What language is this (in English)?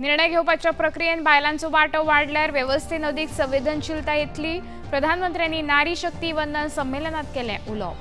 Konkani